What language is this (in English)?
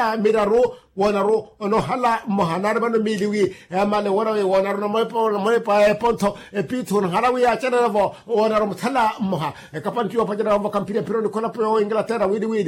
Makhuwa